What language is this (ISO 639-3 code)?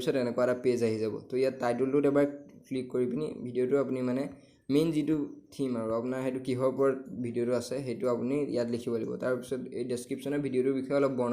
asm